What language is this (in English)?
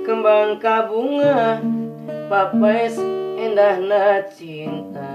Sundanese